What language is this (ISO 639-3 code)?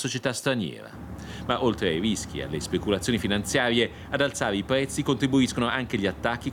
ita